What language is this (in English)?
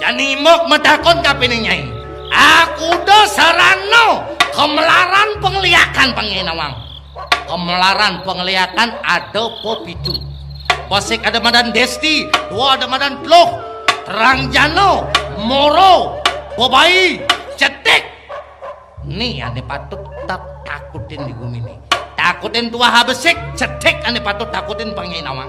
Balinese